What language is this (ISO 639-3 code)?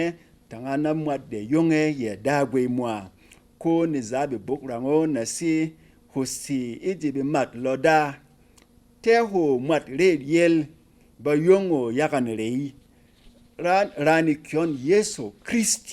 bom